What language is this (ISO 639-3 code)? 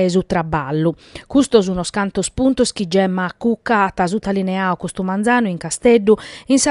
srd